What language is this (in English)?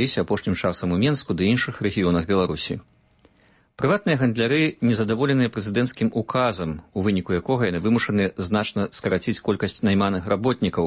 Belarusian